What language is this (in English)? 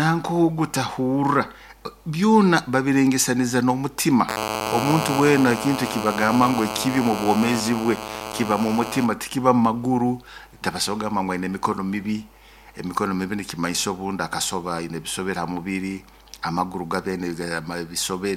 Nyoro